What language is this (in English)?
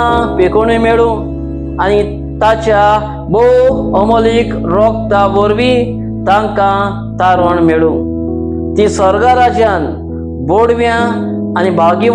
Konkani